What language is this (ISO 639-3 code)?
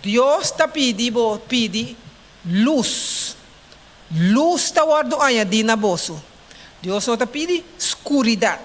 pap